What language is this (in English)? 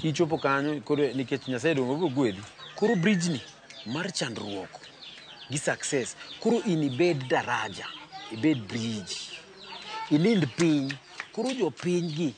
Luo (Kenya and Tanzania)